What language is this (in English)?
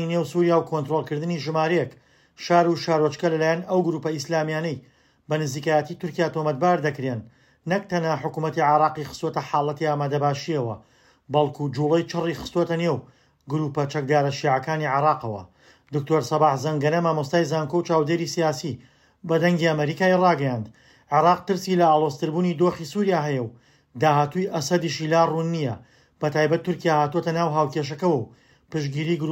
Central Kurdish